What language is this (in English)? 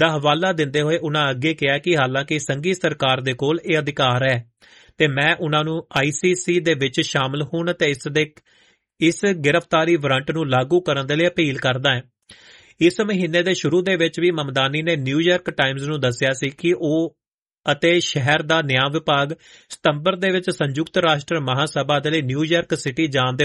Punjabi